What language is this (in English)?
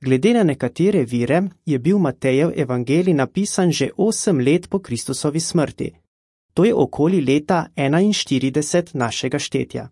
Slovenian